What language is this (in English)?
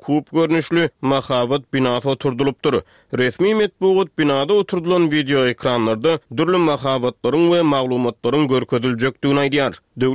Turkmen